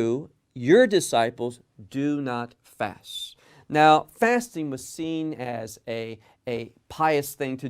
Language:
English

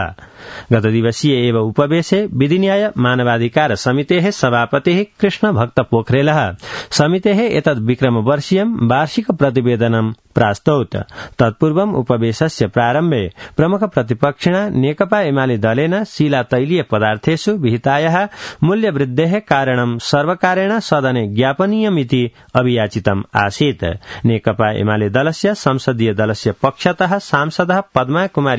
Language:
Sanskrit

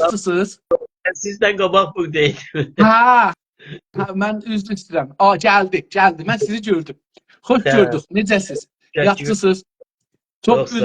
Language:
South Azerbaijani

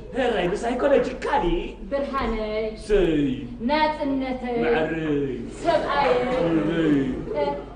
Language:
Tigrinya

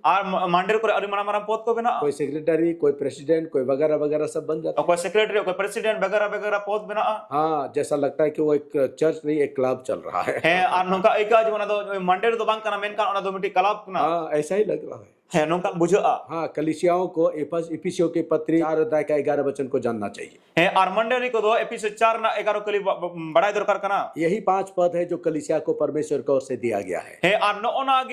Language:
Santali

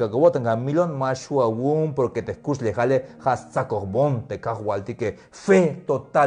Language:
Tzeltal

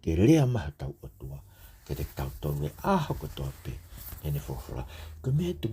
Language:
Tongan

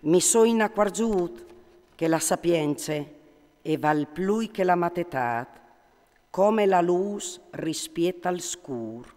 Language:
Friulian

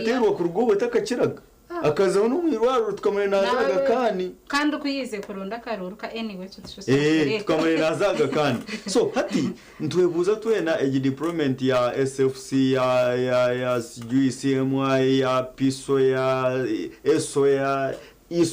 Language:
Nyankole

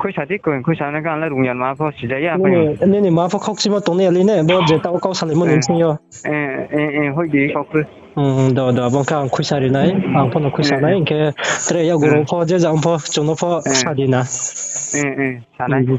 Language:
Riang (India)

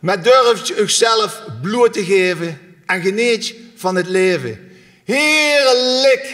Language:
Limburgish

